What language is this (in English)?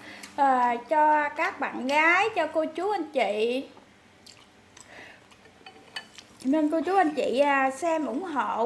Vietnamese